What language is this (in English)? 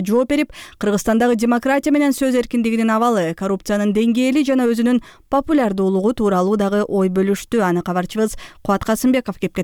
Kyrgyz